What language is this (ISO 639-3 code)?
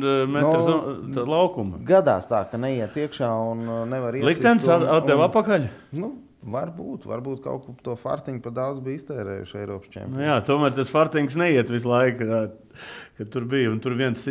lav